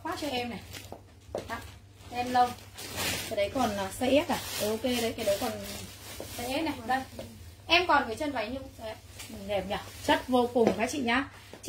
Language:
Vietnamese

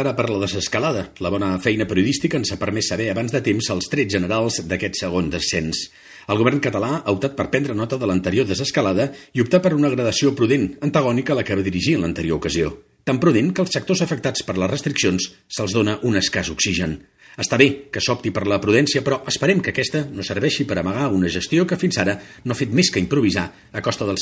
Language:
Catalan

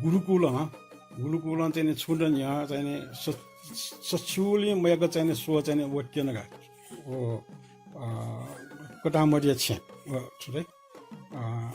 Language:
Newari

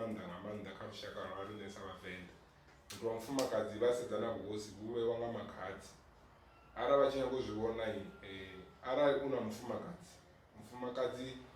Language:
Venda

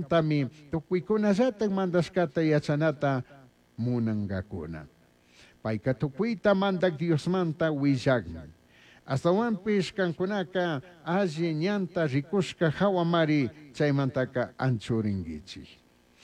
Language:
Chimborazo Highland Quichua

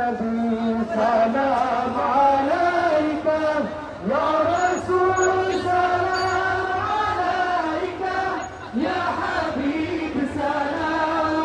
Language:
Sylheti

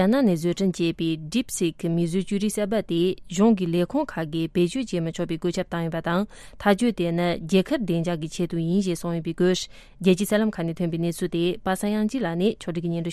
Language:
Tibetan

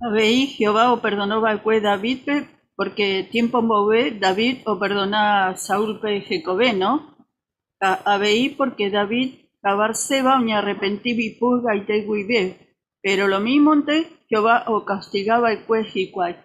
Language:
Guarani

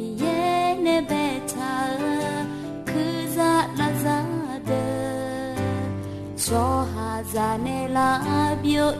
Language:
Akha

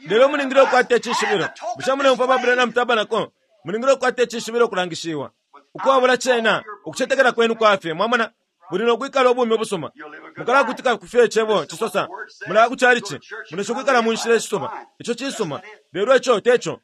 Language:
Bemba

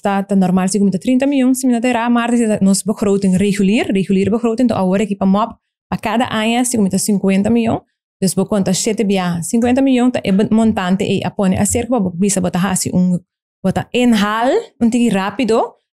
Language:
Papiamento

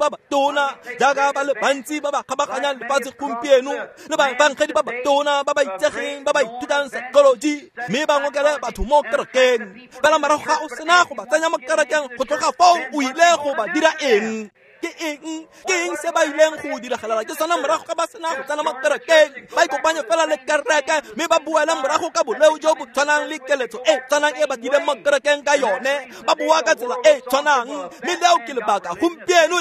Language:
Tswana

